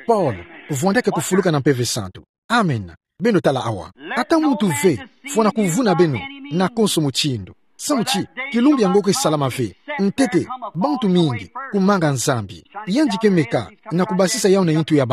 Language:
Kituba (Democratic Republic of Congo)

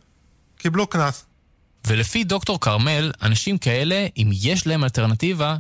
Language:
Hebrew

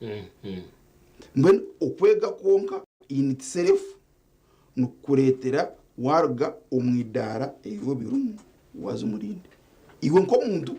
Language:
Nyankole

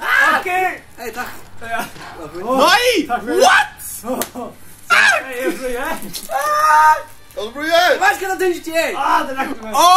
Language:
Faroese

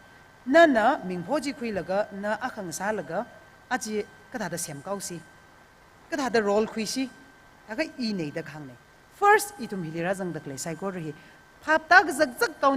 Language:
Tangkhul Naga (India)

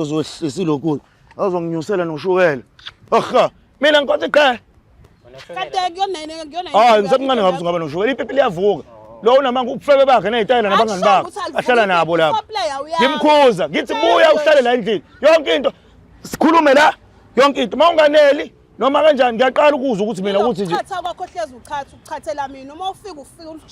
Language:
Zulu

